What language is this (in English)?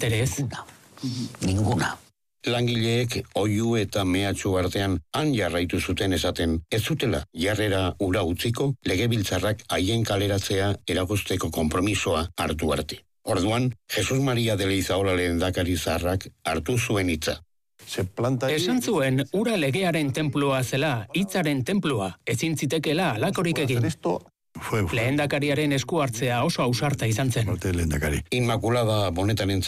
Basque